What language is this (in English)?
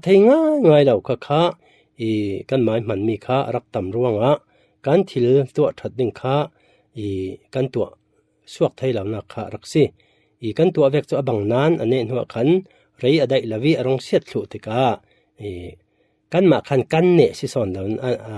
Falam Chin